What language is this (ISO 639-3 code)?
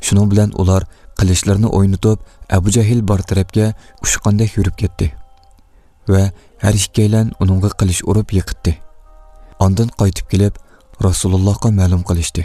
uig